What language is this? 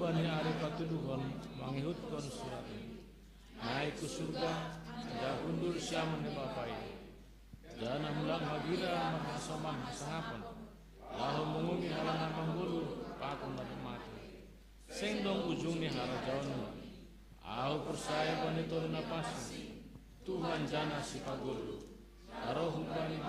Batak Simalungun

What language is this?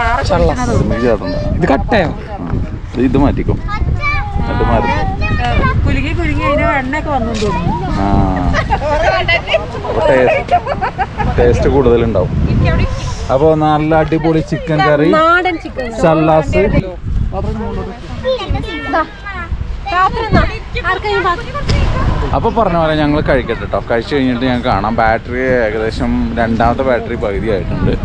Malayalam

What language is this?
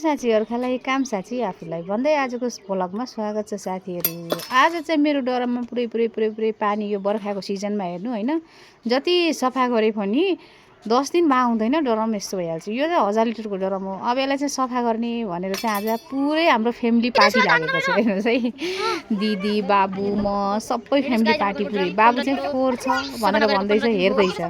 Nepali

